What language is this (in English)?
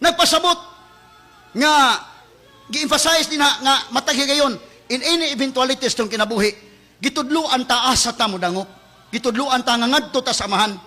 Cebuano